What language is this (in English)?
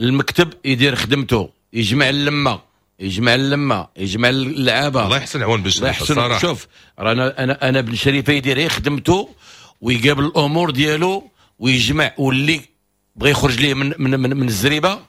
Moroccan Arabic